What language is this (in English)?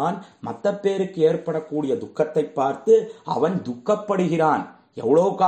Tamil